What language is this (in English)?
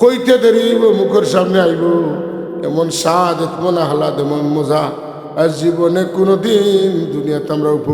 Sylheti